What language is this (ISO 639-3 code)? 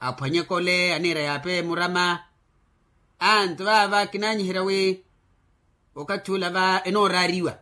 vmw